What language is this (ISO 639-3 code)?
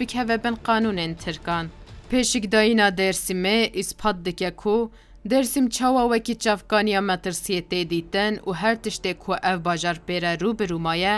kur